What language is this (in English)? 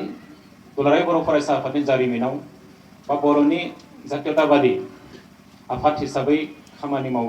Bodo